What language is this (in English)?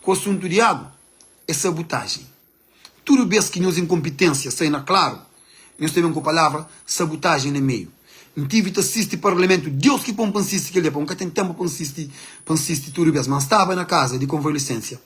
Kabuverdianu